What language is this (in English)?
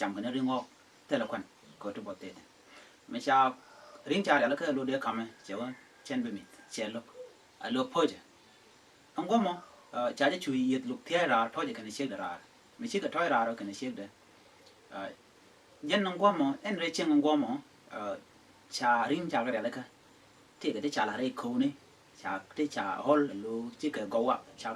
Nuer